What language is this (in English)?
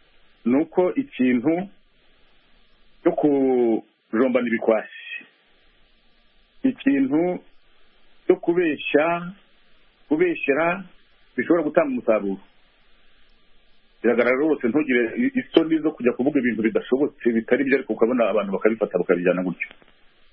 Kinyarwanda